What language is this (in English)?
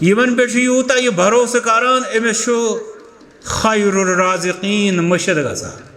Kashmiri